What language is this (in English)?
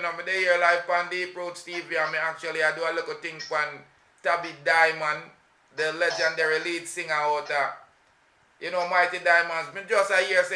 Jamaican Creole English